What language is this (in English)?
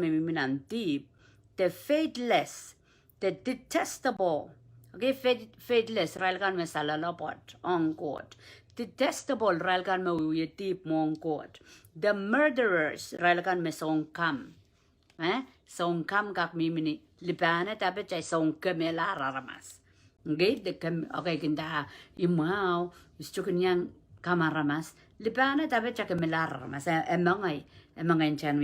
Pohnpeian